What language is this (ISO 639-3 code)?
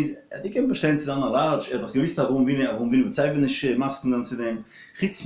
yid